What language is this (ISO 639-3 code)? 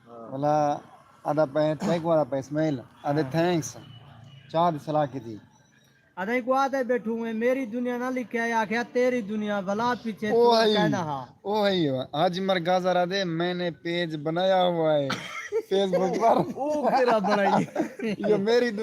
skr